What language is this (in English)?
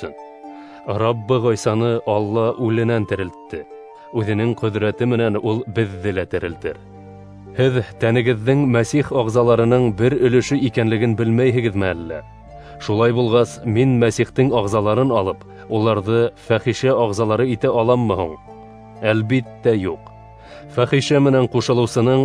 Bashkir